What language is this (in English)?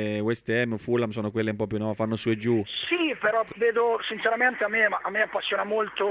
Italian